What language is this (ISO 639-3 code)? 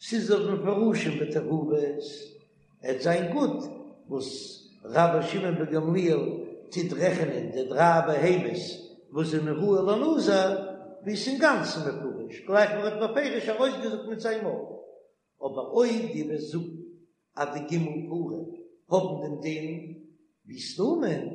yid